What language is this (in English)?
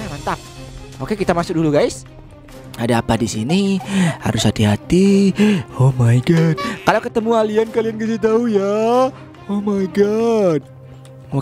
Indonesian